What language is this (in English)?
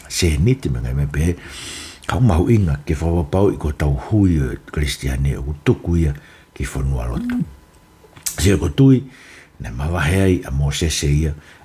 Tongan